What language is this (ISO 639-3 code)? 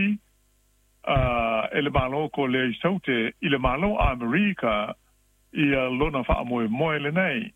smo